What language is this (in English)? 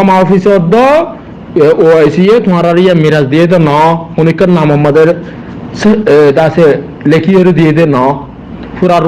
Rohingya